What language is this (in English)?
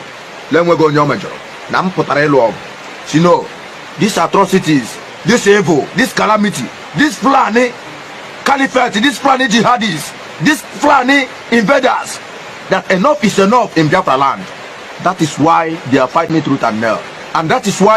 Igbo